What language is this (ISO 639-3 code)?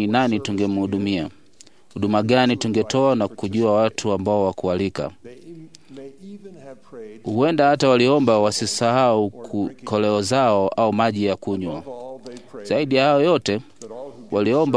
swa